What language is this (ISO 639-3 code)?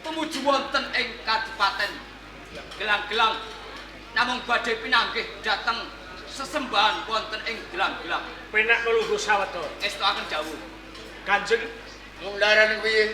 jav